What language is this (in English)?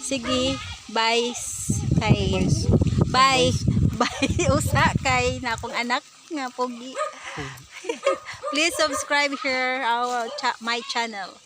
Cebuano